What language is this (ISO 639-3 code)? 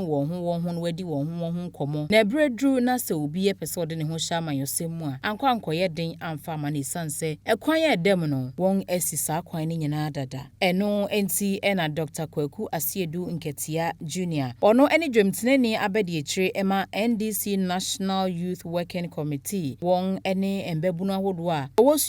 aka